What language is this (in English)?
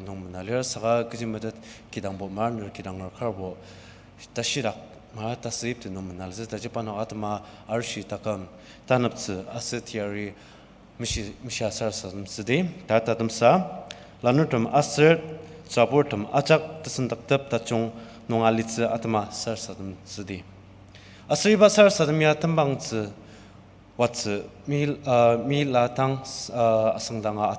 Ao Naga